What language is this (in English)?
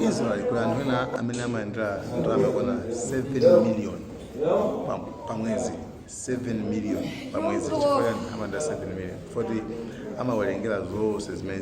Nyanja